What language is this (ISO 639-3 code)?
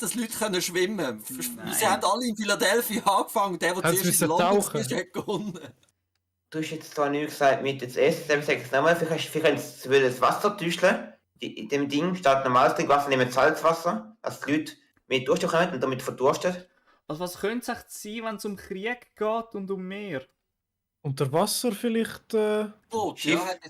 gsw